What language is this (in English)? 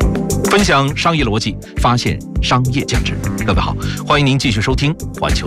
Chinese